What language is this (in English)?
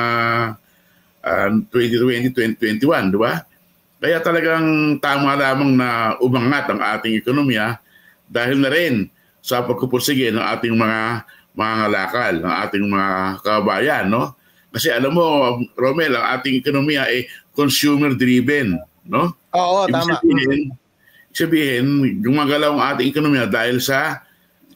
Filipino